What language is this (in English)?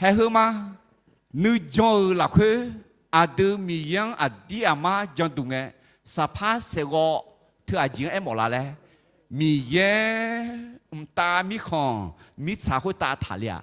Akha